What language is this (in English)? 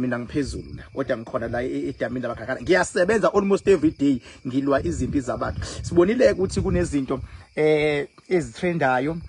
Zulu